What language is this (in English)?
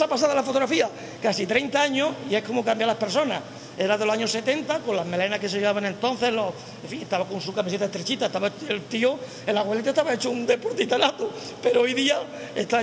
Spanish